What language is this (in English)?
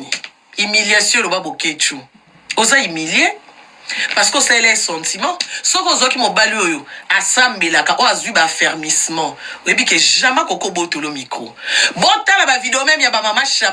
Lingala